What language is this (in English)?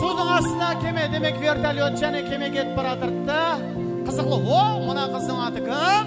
Kara-Kalpak